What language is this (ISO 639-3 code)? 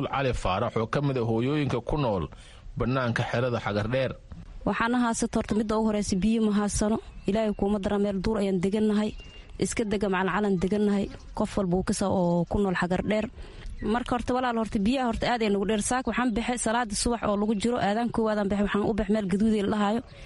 som